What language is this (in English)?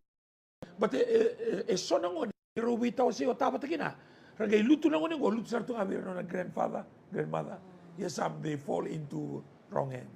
Fijian